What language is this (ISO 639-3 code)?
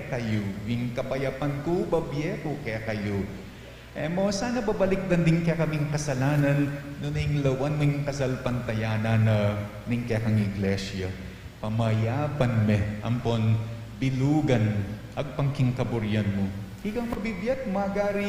pam